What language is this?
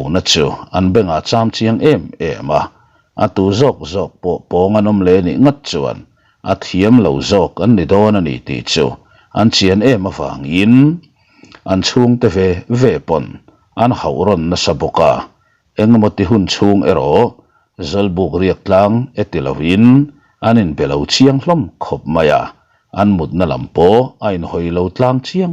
Mizo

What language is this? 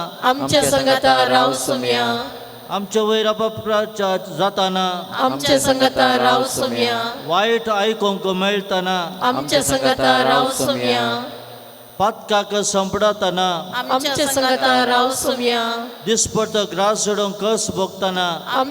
Konkani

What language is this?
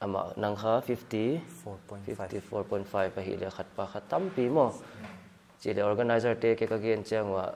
Paite Chin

